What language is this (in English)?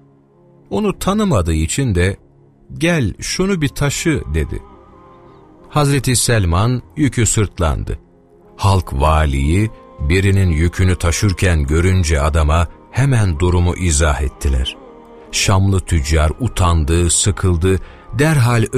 Turkish